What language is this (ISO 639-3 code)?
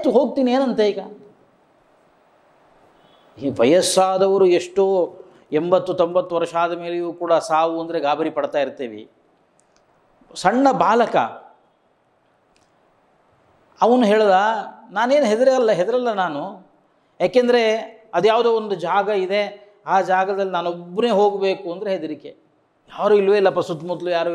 kan